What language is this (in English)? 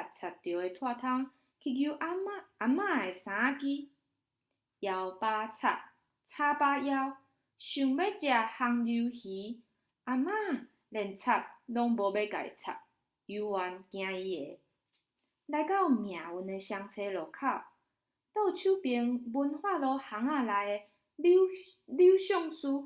Min Nan Chinese